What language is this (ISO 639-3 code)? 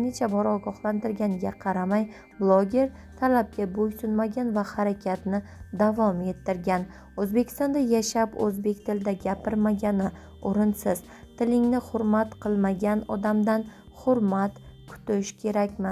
uzb